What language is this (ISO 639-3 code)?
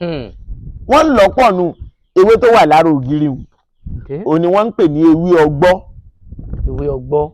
yor